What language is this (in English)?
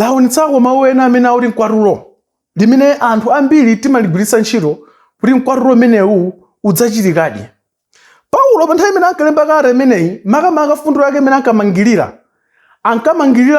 Nyanja